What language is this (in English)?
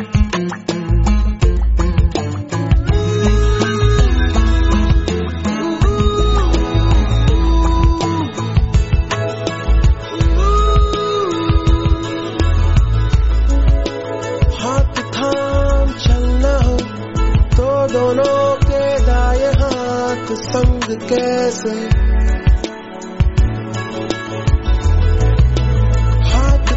Hindi